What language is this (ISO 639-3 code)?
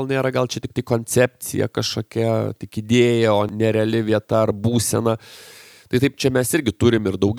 lit